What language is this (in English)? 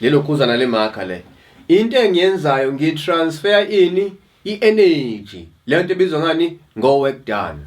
Zulu